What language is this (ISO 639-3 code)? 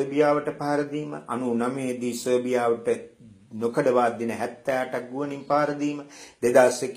sin